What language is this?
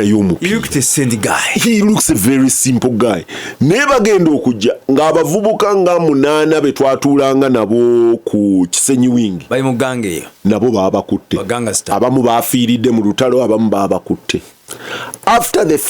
Ganda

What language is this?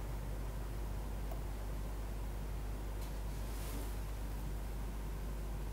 Norwegian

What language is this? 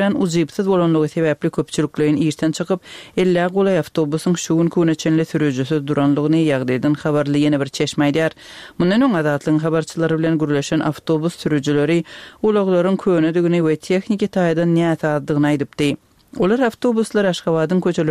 Turkmen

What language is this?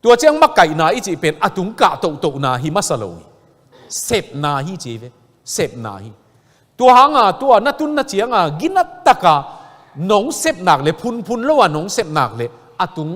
Tedim Chin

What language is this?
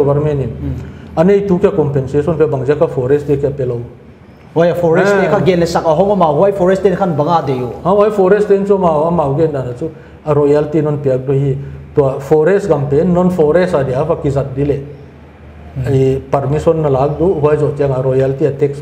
Paite Chin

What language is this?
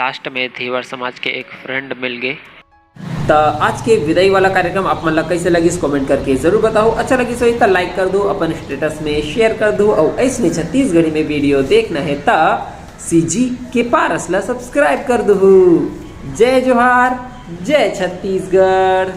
Chhattisgarhi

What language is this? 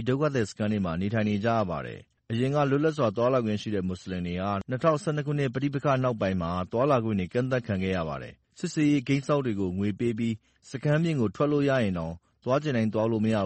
Burmese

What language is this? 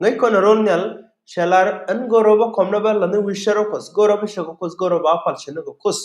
Nuer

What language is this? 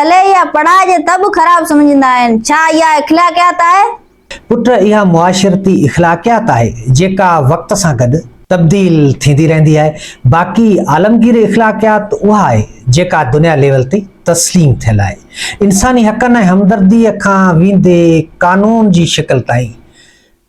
Sindhi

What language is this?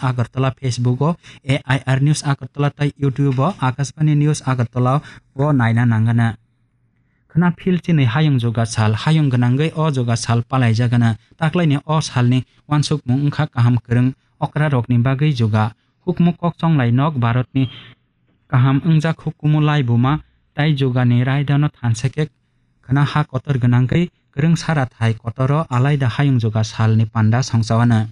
Kok Borok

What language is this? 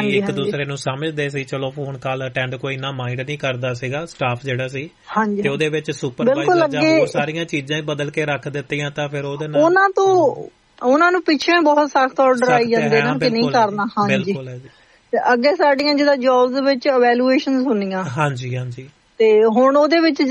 Punjabi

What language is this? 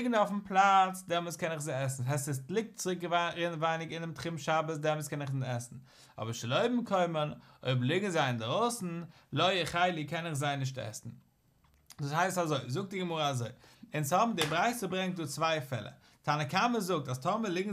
Yiddish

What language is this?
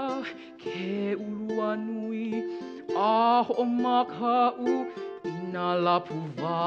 Hawaiian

